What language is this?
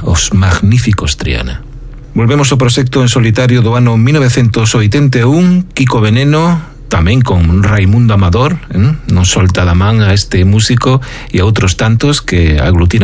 Galician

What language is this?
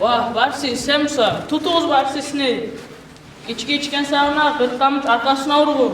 Kumyk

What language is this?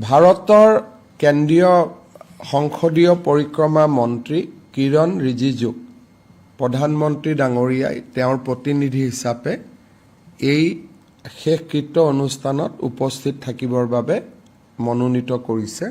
Assamese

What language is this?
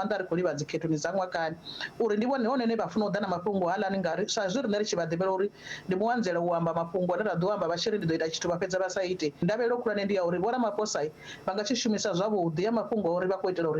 Venda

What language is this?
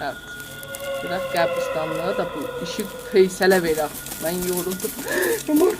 South Azerbaijani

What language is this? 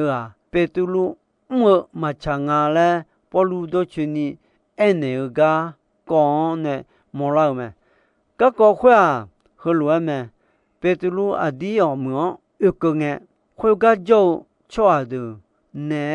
Akha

